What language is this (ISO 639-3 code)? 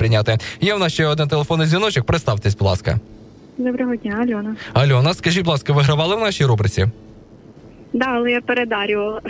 ukr